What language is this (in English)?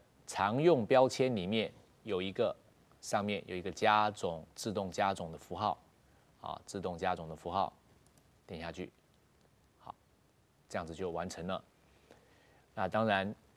Chinese